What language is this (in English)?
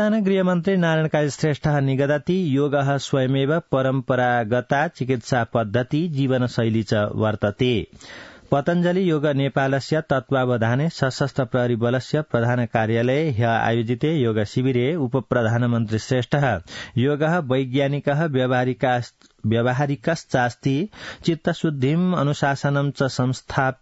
Sanskrit